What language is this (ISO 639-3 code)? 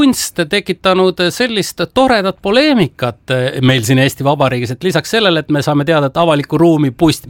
est